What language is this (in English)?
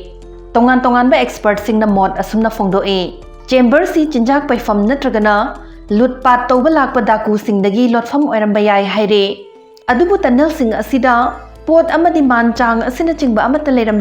Manipuri